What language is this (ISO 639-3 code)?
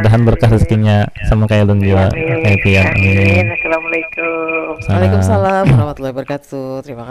bjn